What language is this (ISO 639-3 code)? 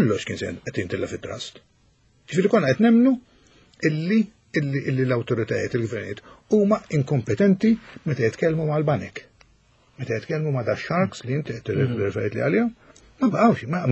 mlt